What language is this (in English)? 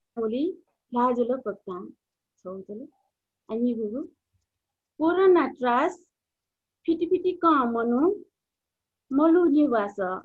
Newari